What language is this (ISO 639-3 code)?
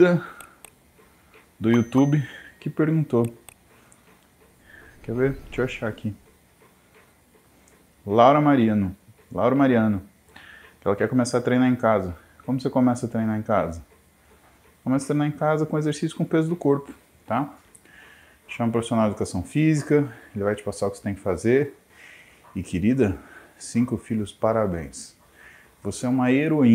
por